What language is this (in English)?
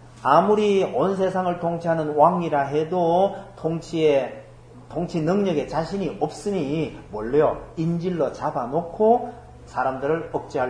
Korean